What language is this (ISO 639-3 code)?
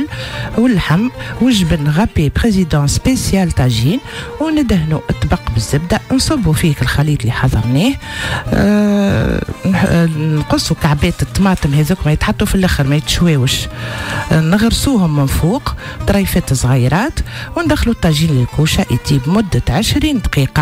aeb